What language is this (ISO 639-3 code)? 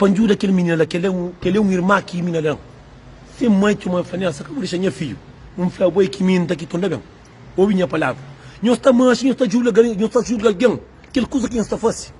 kea